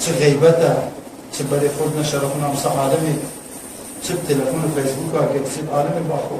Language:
Kurdish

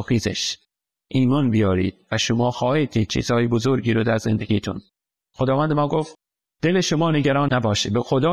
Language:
Persian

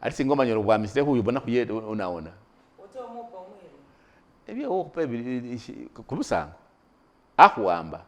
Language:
Masaaba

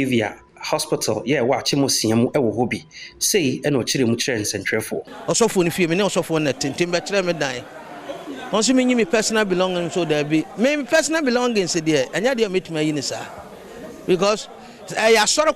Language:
Akan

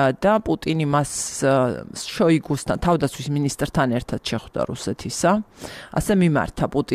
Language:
Georgian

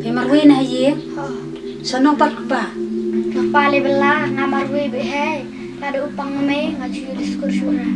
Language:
Khasi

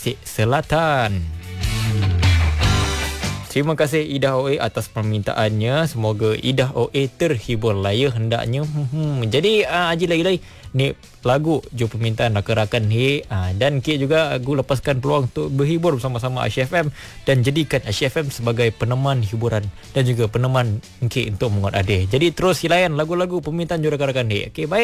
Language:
Malay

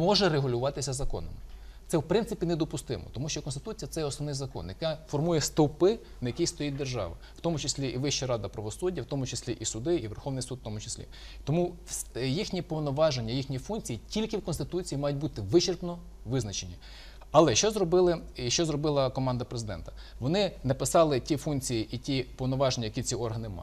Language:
Ukrainian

